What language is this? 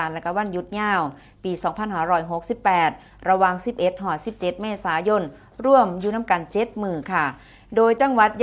Lao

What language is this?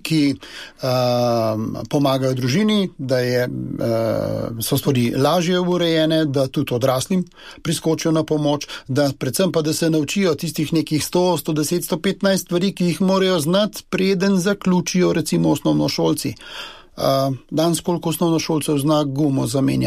Slovenian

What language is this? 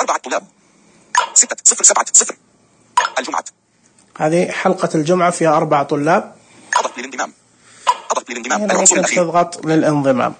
Najdi Arabic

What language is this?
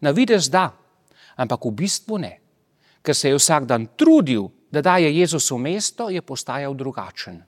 Slovenian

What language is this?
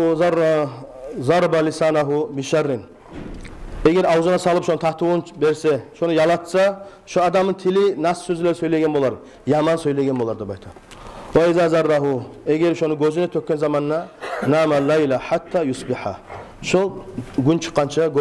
Kumyk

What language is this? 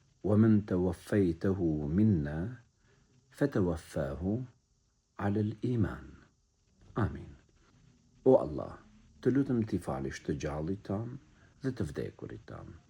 Albanian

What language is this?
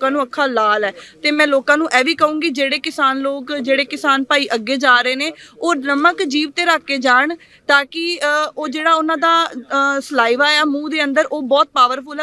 Punjabi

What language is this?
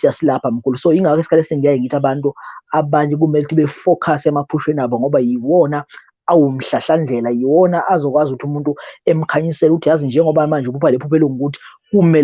Zulu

